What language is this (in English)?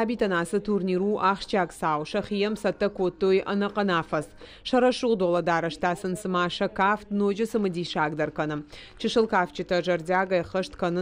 Ossetic